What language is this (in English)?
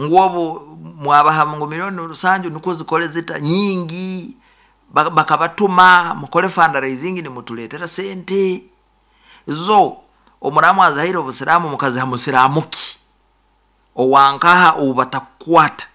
Nyoro